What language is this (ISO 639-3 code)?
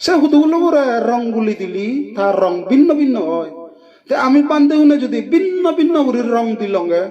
ccp